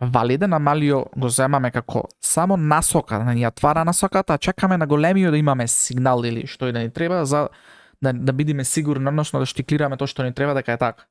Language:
Macedonian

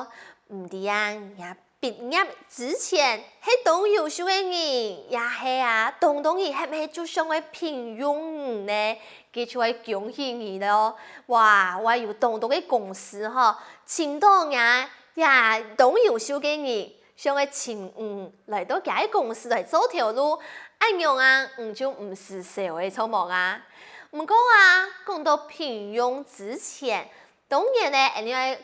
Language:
Hakka Chinese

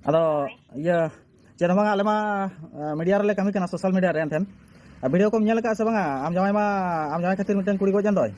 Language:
Santali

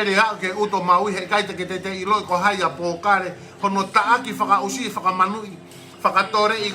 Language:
Tongan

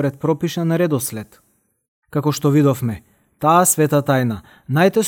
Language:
Macedonian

